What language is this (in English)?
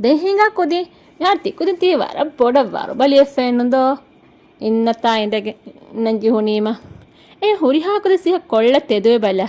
Divehi